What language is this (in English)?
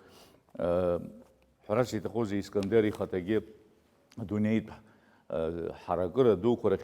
Abkhazian